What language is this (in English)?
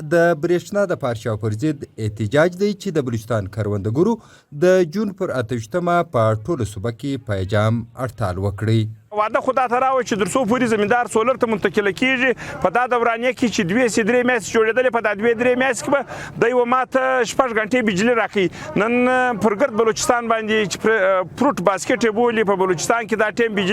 Pashto